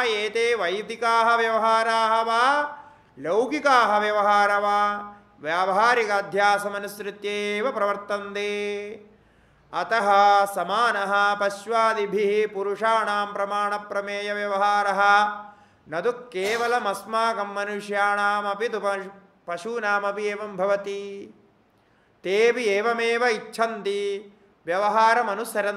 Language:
Sanskrit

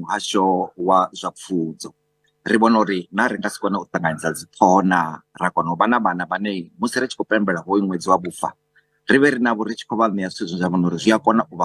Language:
Venda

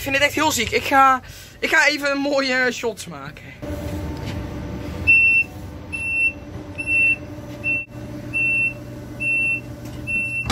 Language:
Dutch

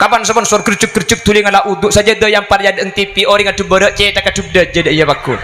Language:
Madurese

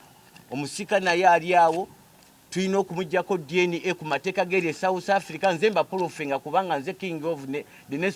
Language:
Ganda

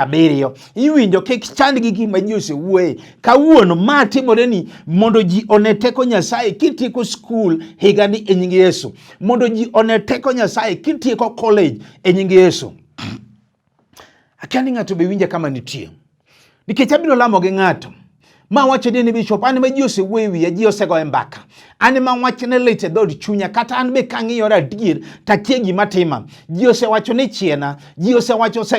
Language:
Luo (Kenya and Tanzania)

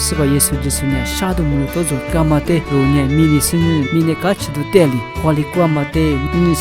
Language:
Lisu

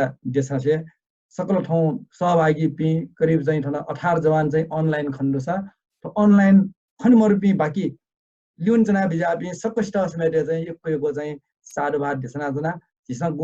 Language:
Newari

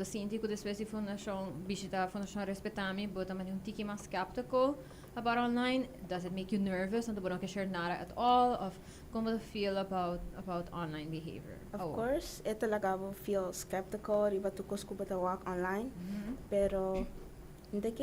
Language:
Papiamento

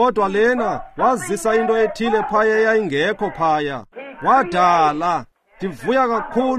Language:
Xhosa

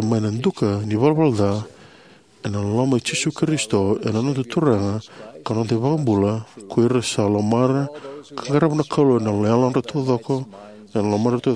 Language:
Fijian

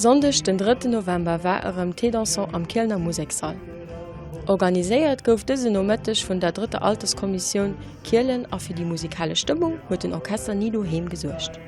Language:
Luxembourgish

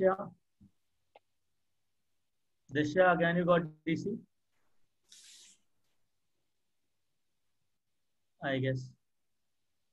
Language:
Hindi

